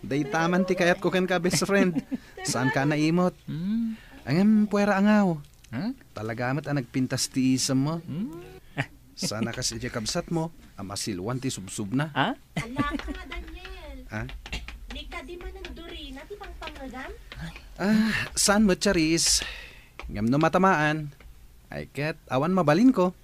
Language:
Iloko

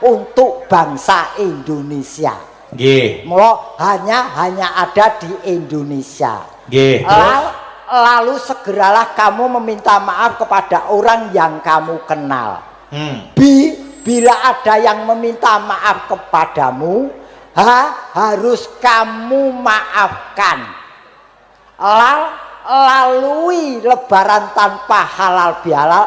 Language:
Javanese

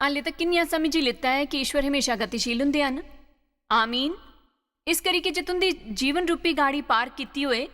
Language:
Dogri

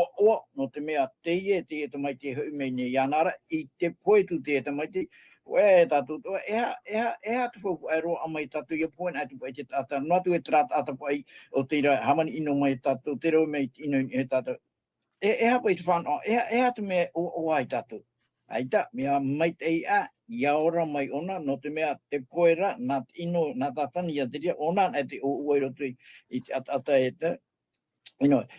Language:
Tahitian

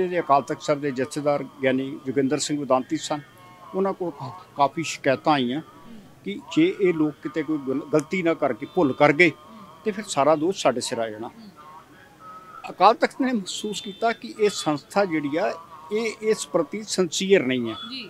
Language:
Punjabi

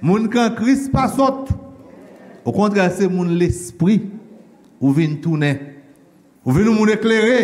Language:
Haitian Creole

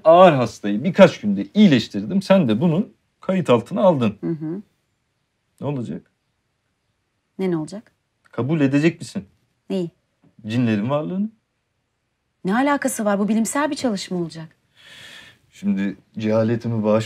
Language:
Turkish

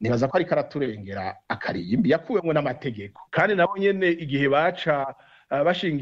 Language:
Rundi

